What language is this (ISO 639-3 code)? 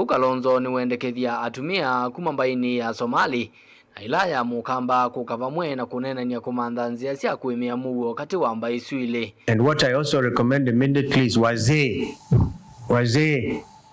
kam